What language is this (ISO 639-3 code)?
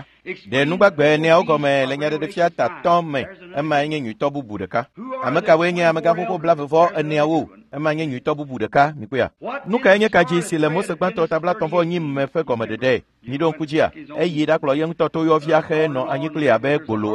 ewe